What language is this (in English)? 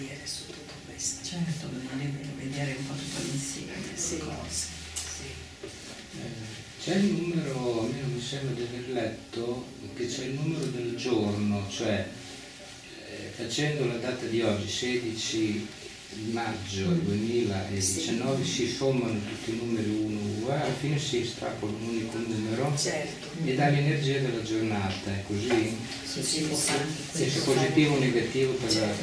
Italian